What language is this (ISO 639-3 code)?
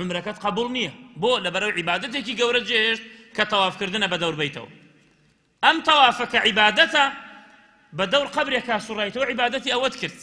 ckb